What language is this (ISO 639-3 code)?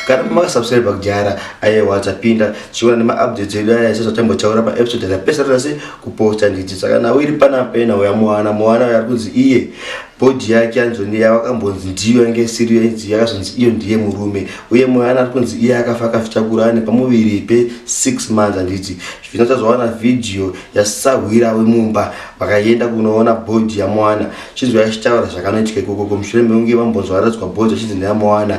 sna